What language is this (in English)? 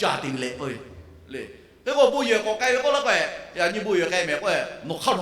Lahu